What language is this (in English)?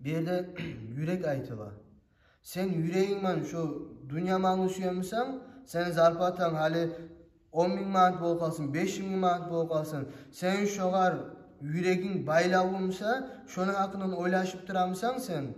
Kumyk